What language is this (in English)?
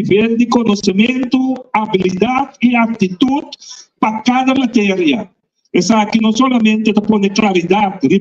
Papiamento